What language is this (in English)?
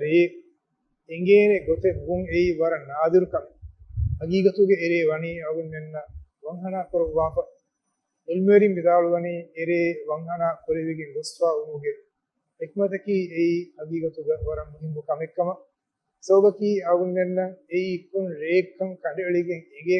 Divehi